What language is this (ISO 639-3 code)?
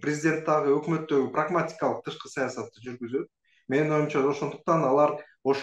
kir